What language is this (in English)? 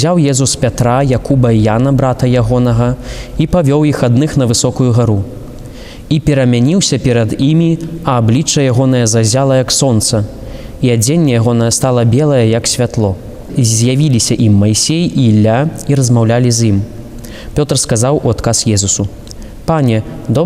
Belarusian